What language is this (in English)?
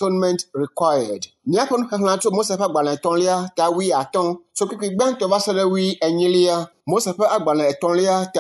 Ewe